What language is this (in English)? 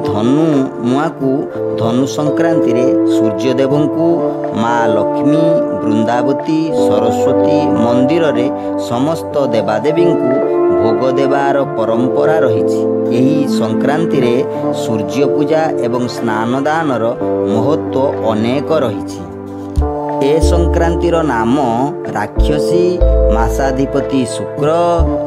Odia